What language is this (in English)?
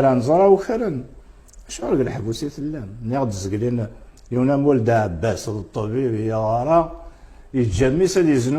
Kabyle